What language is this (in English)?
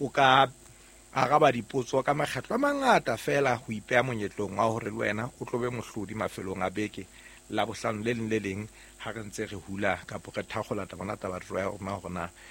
Southern Sotho